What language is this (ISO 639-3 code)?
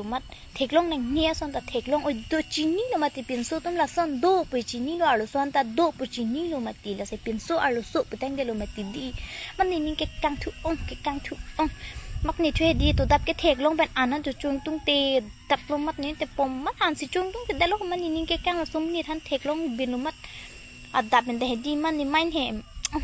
mjw